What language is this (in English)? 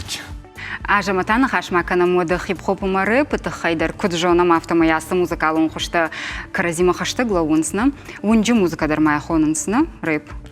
Ossetic